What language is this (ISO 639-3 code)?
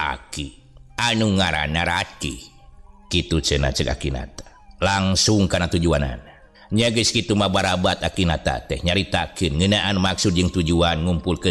sun